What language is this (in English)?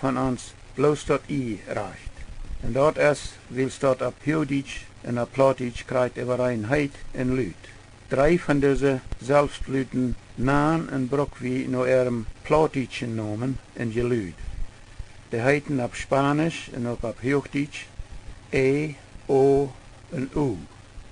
Plautdietsch